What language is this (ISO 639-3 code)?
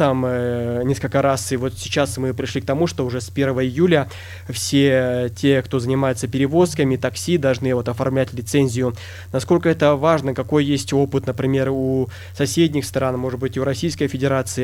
rus